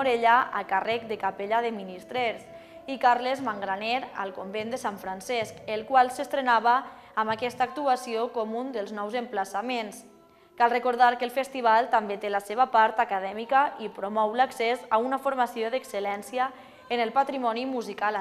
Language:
Catalan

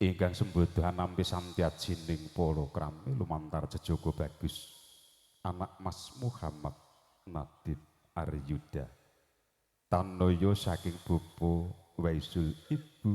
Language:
Javanese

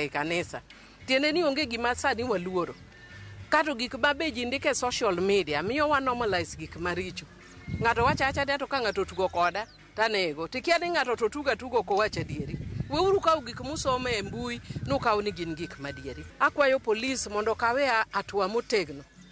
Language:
Luo (Kenya and Tanzania)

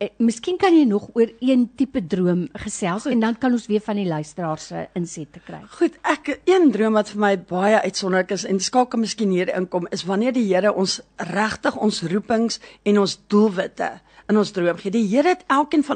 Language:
Afrikaans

